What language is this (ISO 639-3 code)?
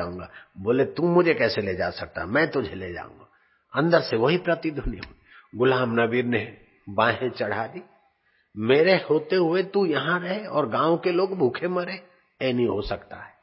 hin